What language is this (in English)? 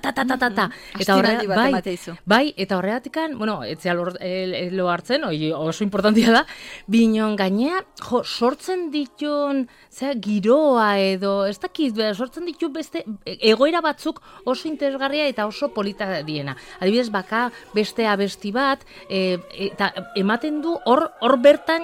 Basque